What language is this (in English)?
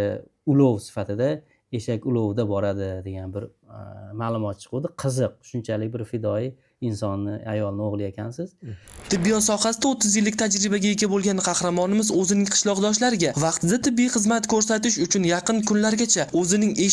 Uzbek